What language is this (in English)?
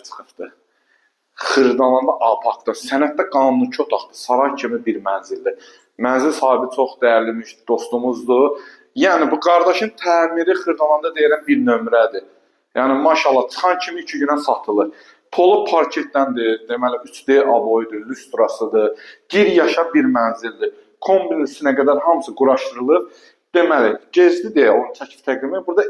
Azerbaijani